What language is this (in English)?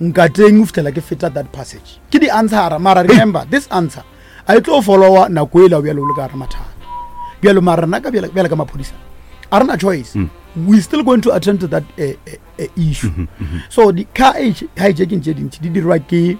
Northern Sotho